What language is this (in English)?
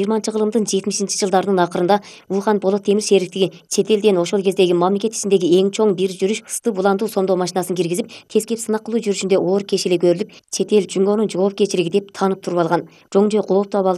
Kyrgyz